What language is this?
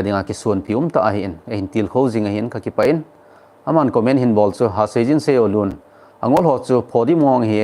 Thado Chin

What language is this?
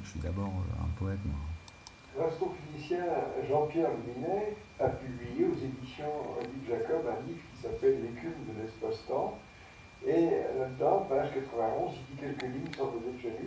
French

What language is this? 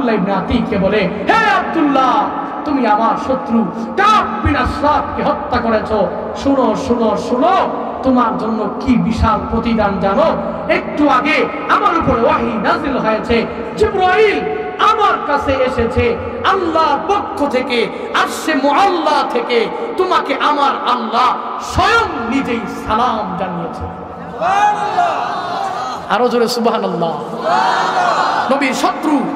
Bangla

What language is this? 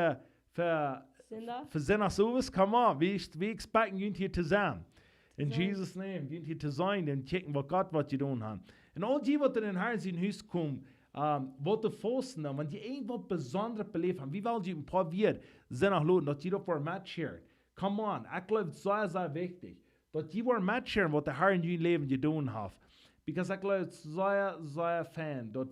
Plautdietsch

